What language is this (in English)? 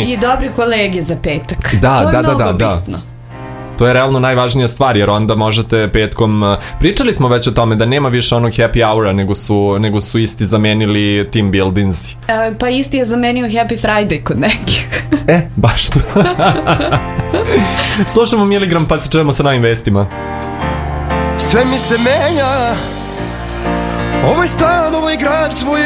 Serbian